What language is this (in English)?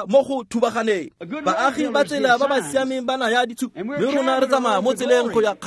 Tswana